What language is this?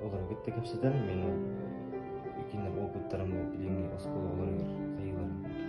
Yakut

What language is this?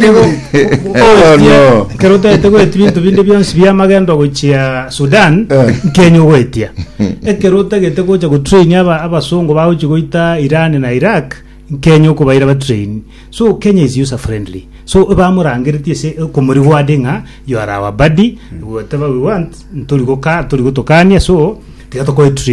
Gusii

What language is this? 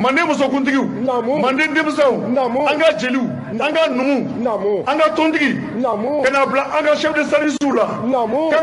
Bambara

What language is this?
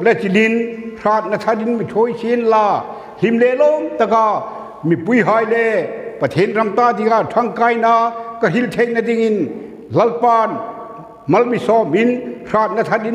Hmar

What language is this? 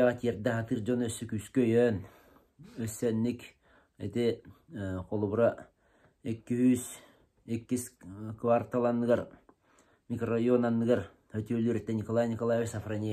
Yakut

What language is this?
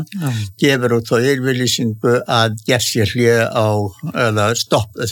Icelandic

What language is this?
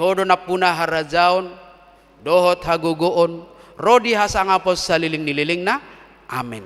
Batak Toba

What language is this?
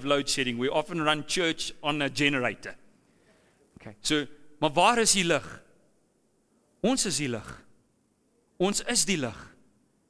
Afrikaans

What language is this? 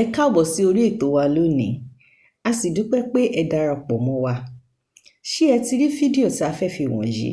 Yoruba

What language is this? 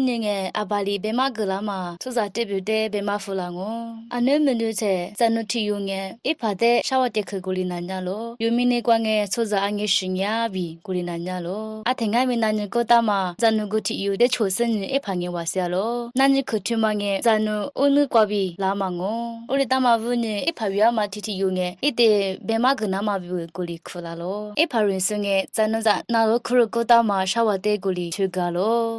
Lisu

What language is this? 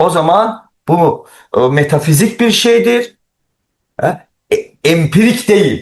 Azerbaijani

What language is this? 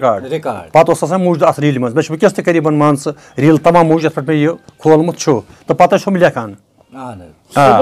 Kashmiri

